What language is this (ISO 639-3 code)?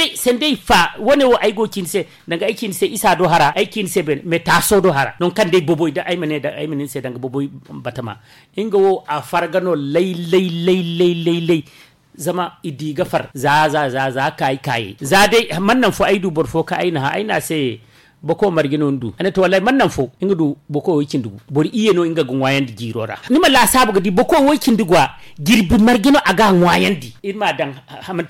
dje